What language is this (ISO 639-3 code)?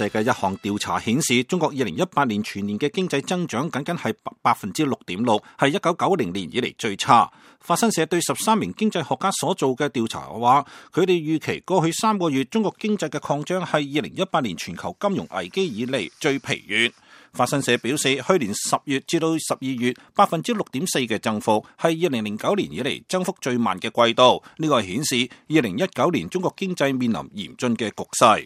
yue